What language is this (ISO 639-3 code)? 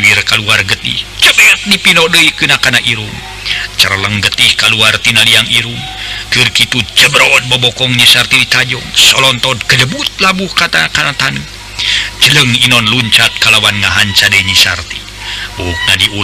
sun